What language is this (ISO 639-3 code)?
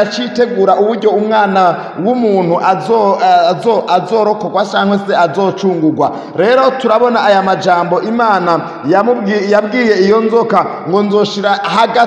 run